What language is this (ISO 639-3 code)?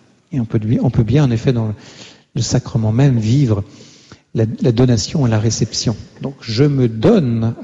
fra